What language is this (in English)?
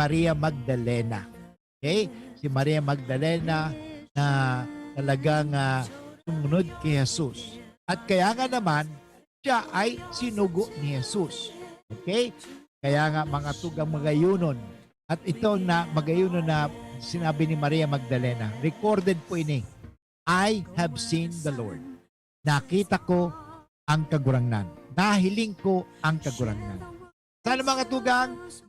Bikol